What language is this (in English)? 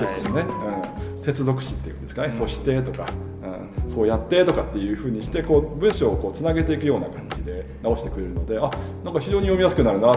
Japanese